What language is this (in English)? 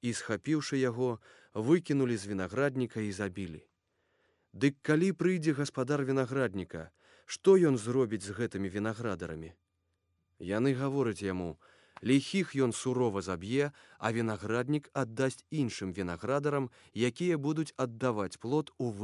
Belarusian